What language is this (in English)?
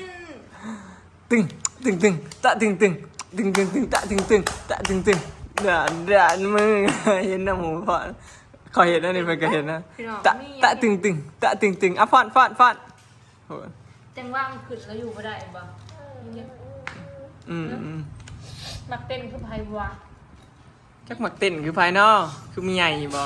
Northeastern Thai